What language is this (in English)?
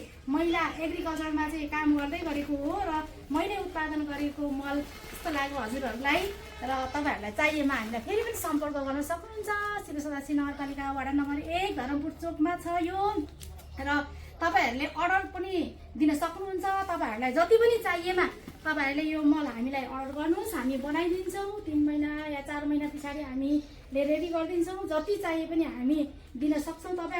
Nepali